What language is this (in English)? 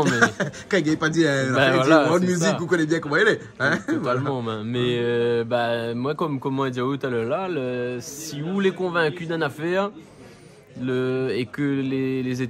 Réunion Creole French